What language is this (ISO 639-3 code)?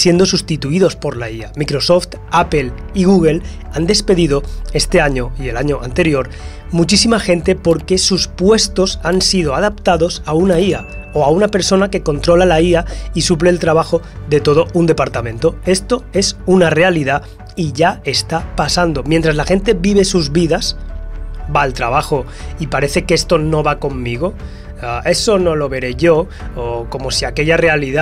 spa